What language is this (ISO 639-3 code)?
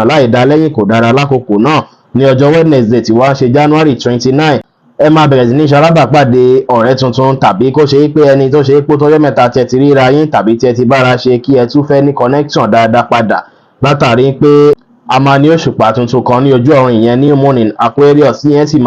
yor